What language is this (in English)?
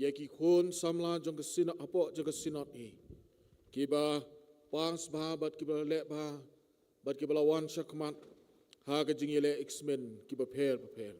Khasi